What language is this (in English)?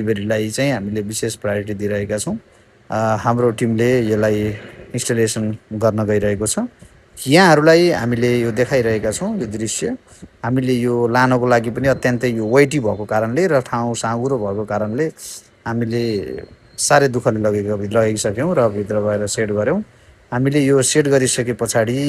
Nepali